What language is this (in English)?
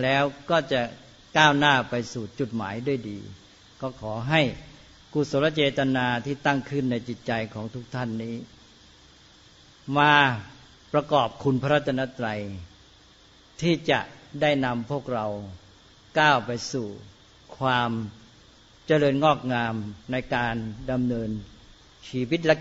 Thai